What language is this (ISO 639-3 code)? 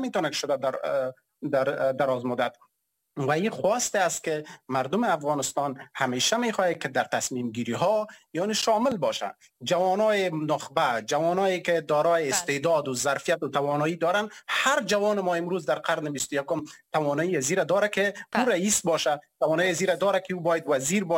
fas